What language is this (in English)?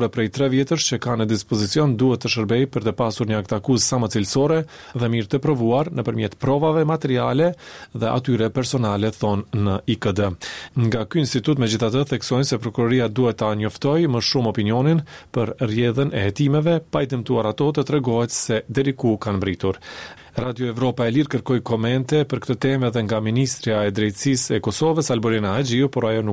Albanian